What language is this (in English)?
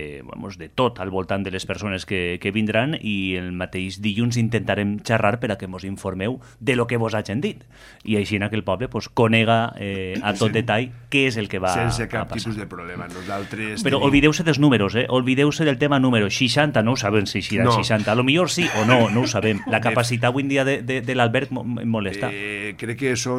Catalan